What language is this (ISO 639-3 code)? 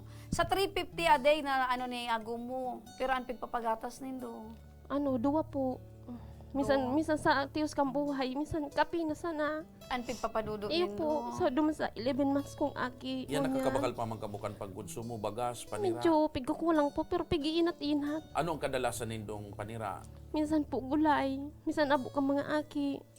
bik